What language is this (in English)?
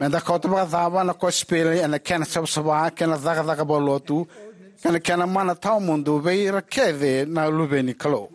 Fijian